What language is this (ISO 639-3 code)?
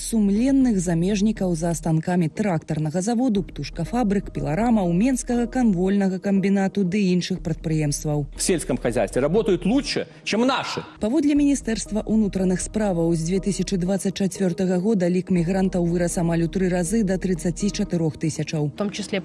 bel